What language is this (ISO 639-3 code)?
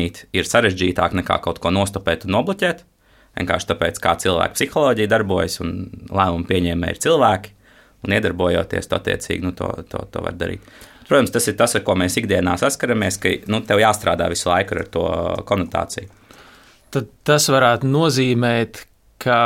lav